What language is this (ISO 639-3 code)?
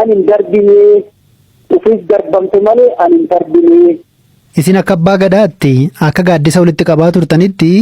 orm